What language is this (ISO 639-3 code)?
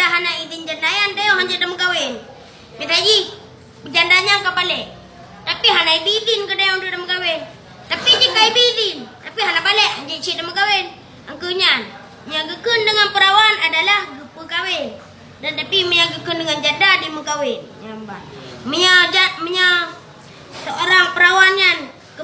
ace